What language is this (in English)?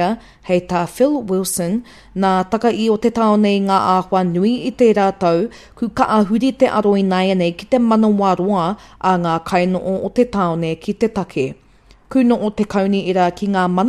Māori